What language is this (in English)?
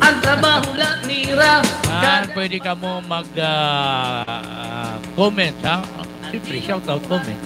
Waray